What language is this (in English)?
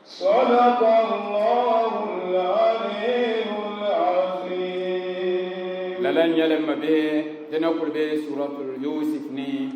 Dagbani